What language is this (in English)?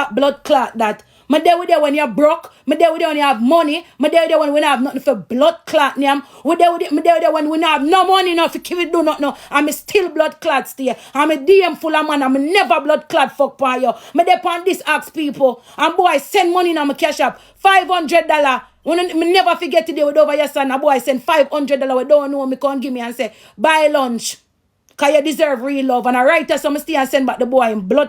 Jamaican Creole English